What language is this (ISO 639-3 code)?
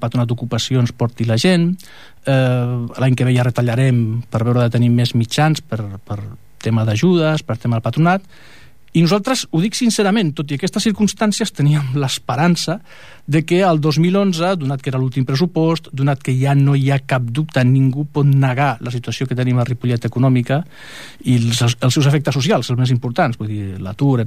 cat